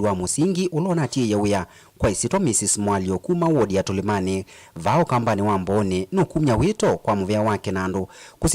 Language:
Kamba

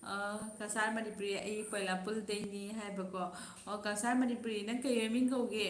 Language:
Manipuri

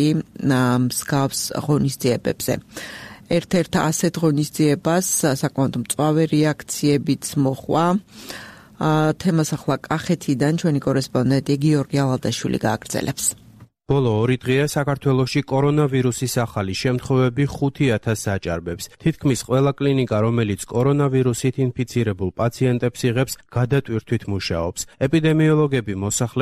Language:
Georgian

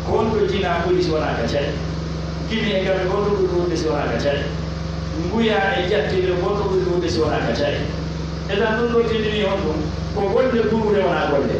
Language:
Pular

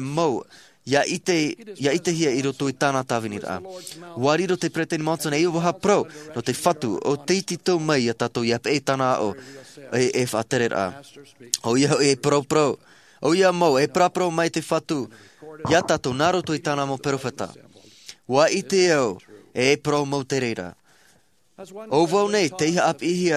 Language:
Tahitian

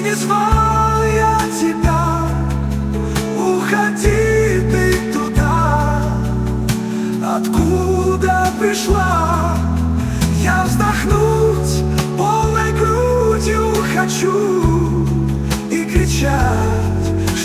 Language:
Russian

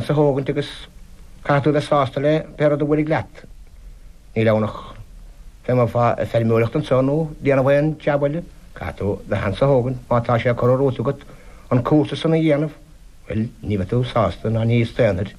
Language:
Irish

